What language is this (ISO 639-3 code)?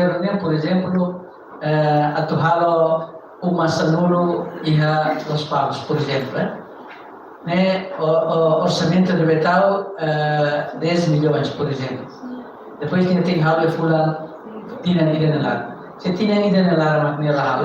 tet